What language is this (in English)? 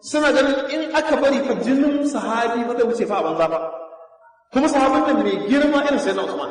Hausa